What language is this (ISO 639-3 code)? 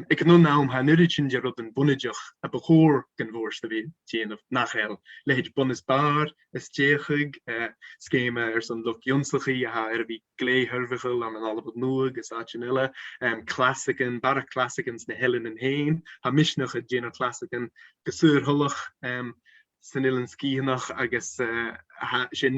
gla